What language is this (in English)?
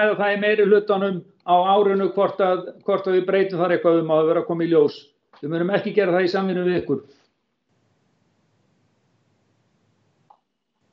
Icelandic